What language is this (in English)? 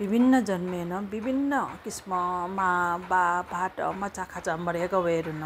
Newari